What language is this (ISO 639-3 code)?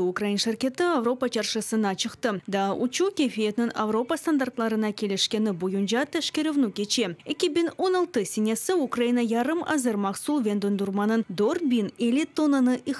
crh